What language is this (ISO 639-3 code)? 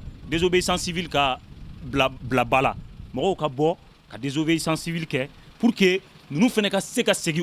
bam